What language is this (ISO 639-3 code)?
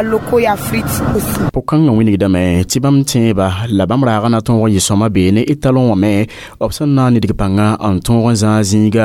mos